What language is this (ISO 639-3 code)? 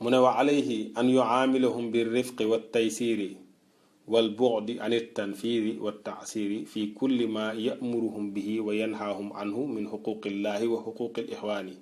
wol